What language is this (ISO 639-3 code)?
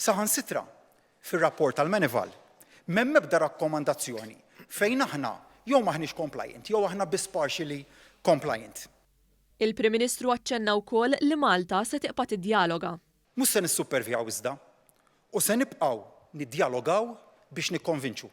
mlt